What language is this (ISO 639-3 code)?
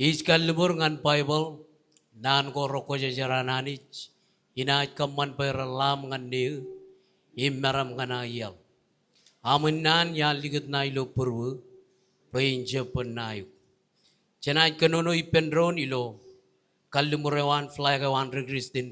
mah